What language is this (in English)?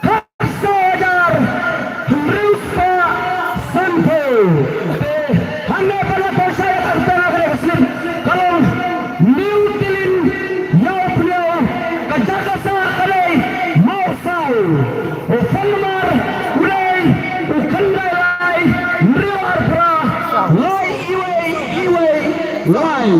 Khasi